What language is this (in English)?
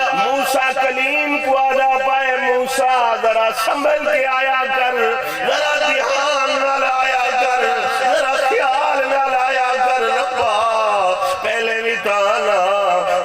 Saraiki